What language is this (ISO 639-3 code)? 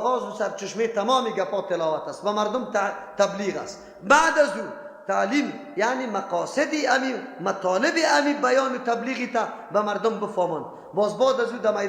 fas